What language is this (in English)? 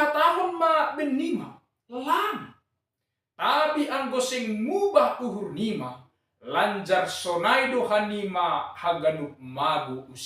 Batak Simalungun